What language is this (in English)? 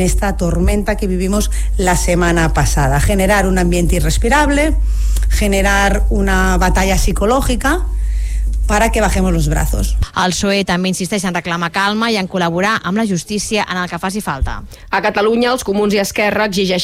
Catalan